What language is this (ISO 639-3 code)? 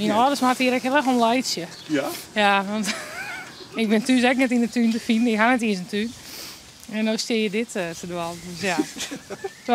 fry